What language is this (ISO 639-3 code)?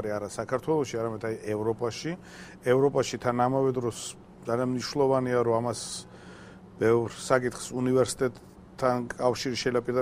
kat